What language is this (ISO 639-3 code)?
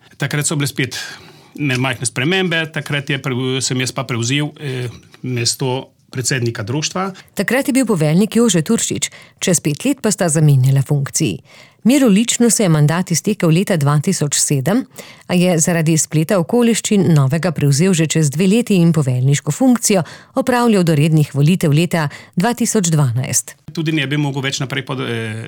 slv